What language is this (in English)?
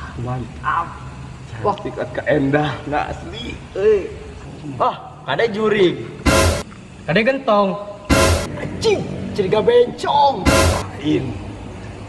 Sundanese